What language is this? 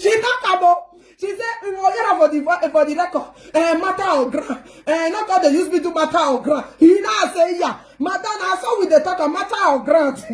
Nigerian Pidgin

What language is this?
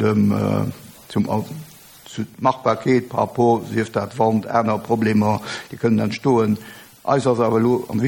Luxembourgish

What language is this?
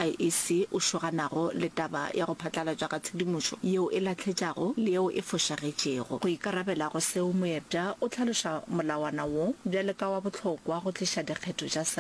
Northern Sotho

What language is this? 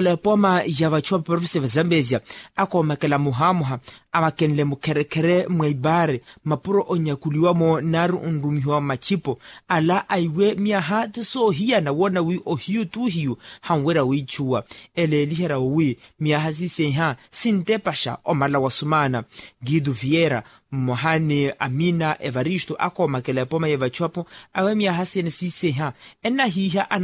Makhuwa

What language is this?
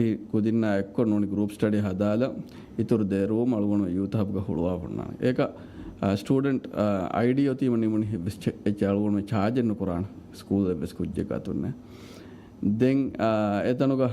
Divehi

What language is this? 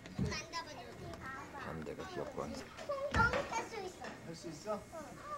Korean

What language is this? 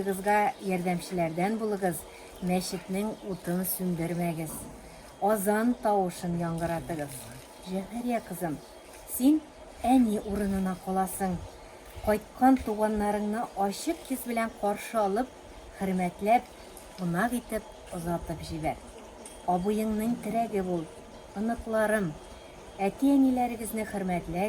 Tatar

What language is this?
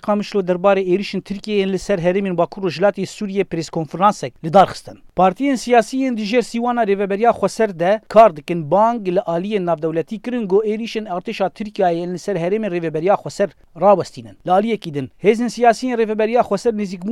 Kurdish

